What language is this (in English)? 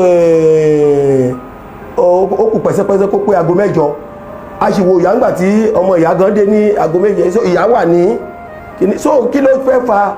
Yoruba